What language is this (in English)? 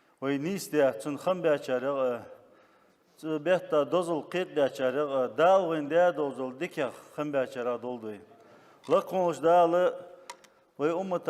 Ingush